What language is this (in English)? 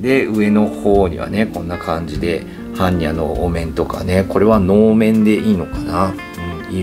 Japanese